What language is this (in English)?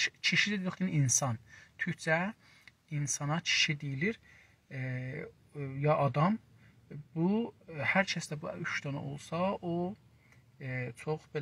South Azerbaijani